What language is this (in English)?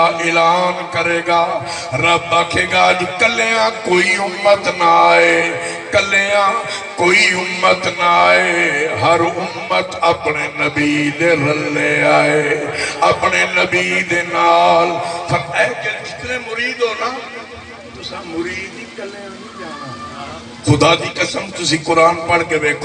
Saraiki